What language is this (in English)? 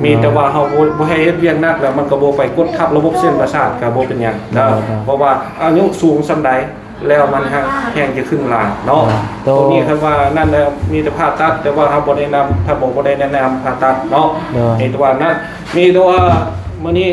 Lao